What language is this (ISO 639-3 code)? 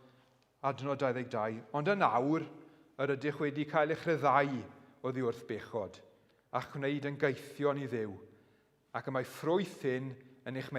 cym